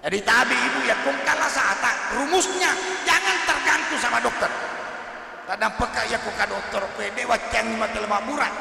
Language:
Buginese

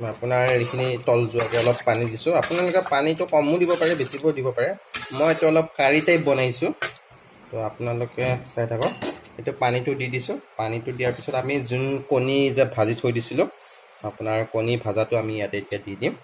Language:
Assamese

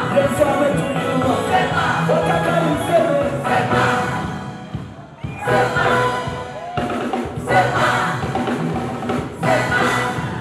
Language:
Kinyarwanda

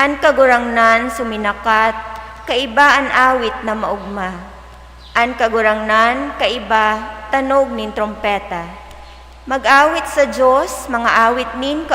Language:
Bikol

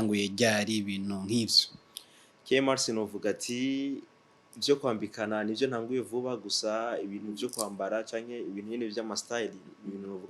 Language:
Rundi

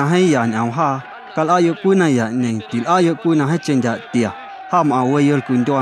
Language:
Guerrero Amuzgo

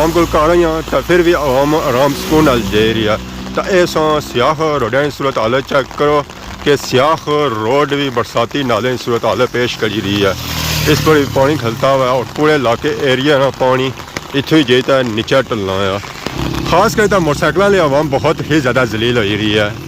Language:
Pahari-Potwari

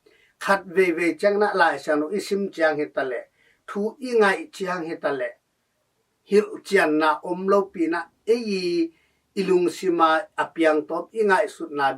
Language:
Tedim Chin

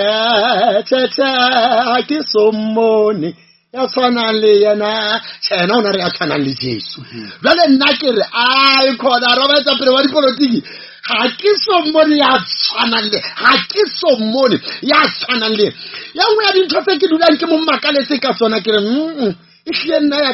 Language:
Southern Sotho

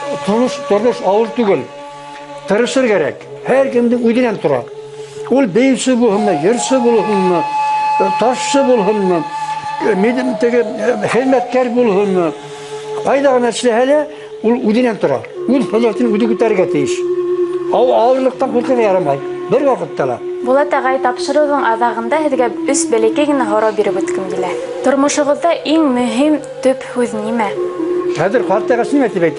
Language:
Bashkir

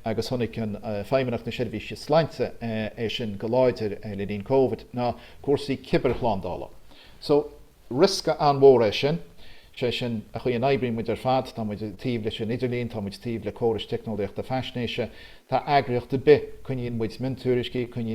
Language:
Irish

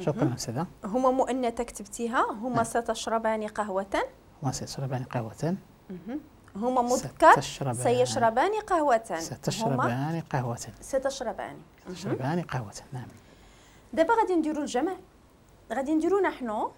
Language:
Moroccan Arabic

